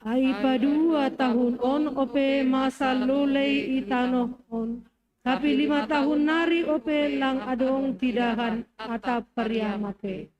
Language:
Batak Simalungun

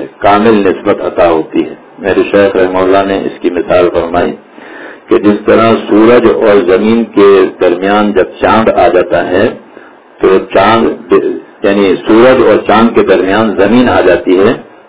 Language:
Urdu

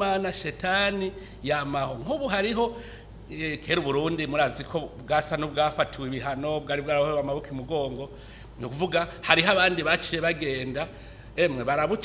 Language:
Rundi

